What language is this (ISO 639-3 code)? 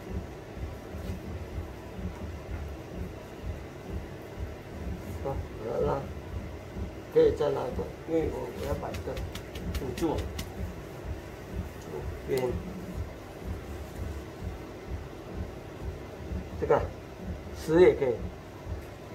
zho